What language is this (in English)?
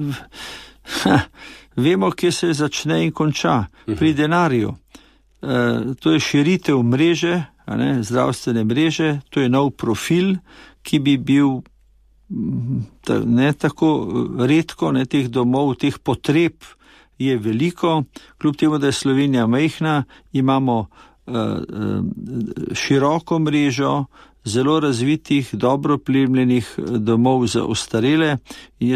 Slovenian